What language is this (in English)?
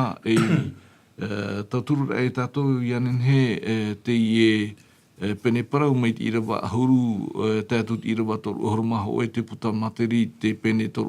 Tahitian